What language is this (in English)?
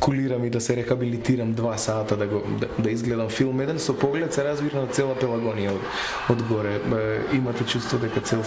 Macedonian